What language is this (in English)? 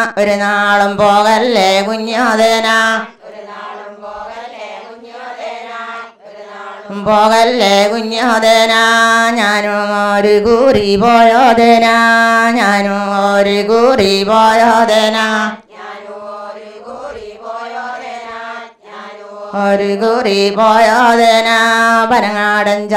Malayalam